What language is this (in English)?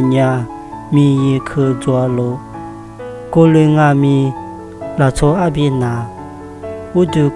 Lisu